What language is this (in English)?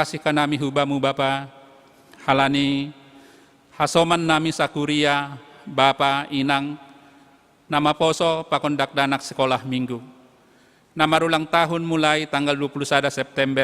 Batak Simalungun